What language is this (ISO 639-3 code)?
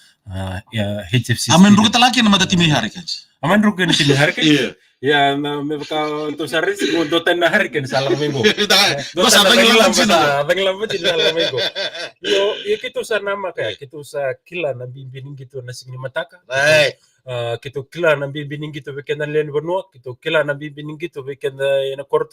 fij